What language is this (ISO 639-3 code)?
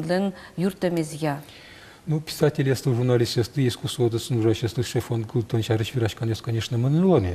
udm